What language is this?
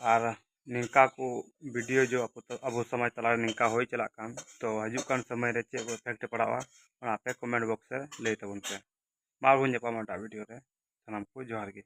Santali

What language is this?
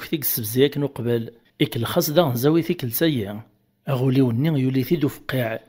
Kabyle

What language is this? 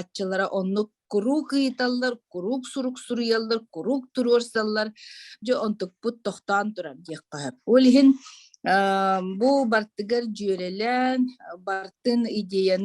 Yakut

